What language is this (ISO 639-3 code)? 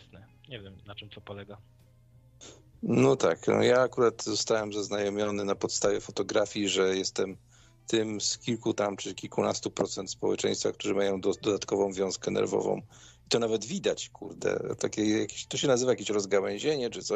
pol